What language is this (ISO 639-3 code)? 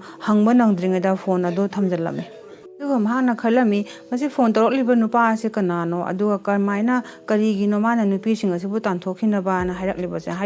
mni